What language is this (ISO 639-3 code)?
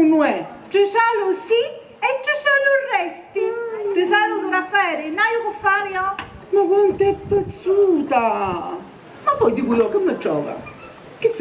scn